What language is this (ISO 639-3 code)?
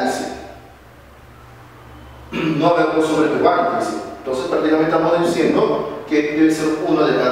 spa